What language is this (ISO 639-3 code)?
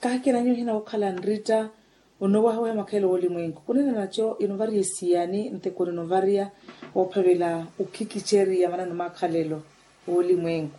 vmw